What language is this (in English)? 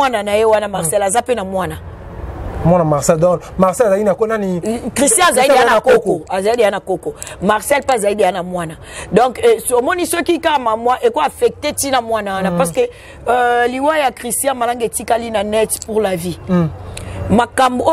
Lingala